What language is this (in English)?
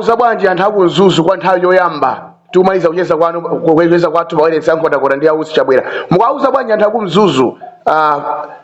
Nyanja